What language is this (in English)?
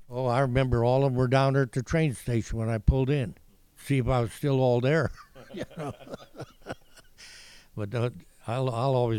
English